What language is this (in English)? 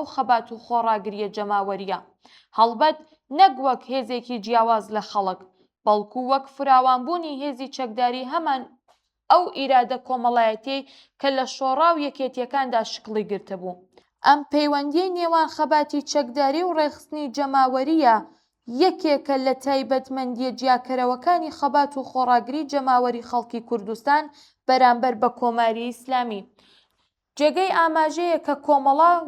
Central Kurdish